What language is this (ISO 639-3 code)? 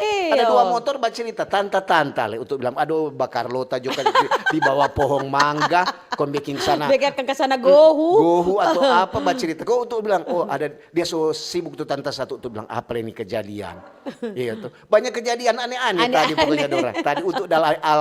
xmm